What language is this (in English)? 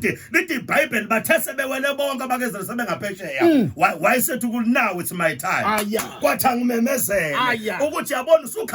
Zulu